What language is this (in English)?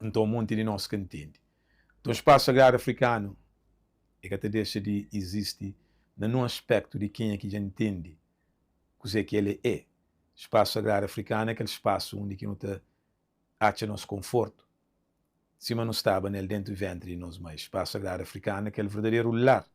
Kabuverdianu